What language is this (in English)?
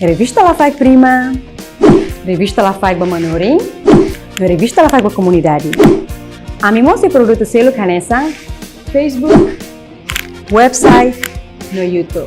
Tetum